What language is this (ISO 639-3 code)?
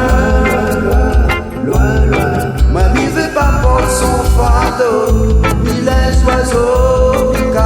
rcf